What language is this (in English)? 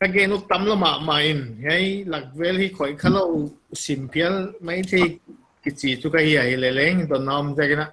Paite Chin